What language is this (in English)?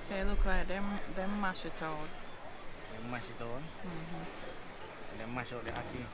Jamaican Creole English